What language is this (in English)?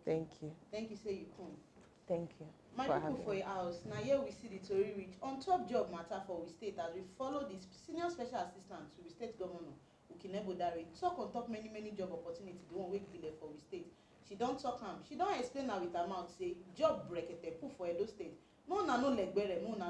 Nigerian Pidgin